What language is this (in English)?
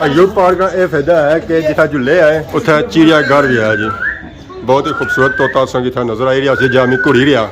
Pahari-Potwari